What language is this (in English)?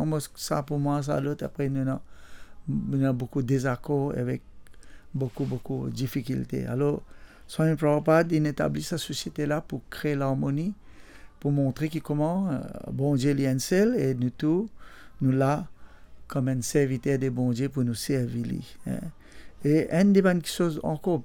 Morisyen